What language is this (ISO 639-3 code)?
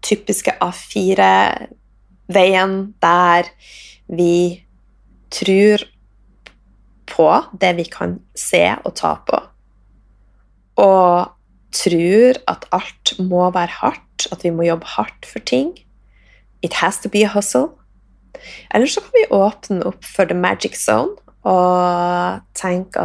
nor